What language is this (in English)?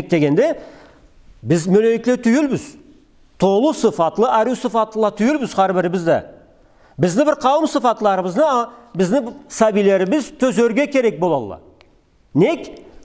Karachay-Balkar